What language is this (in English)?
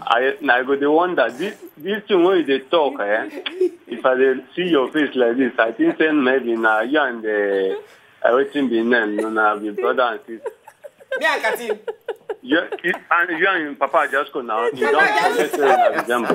Nigerian Pidgin